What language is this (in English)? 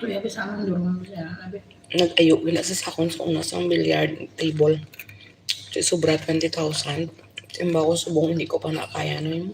Hiligaynon